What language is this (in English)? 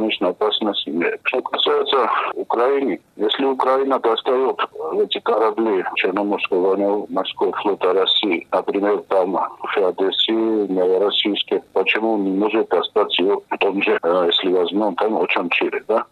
Russian